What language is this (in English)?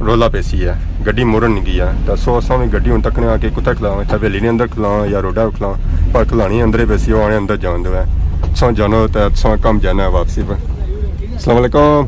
Pahari-Potwari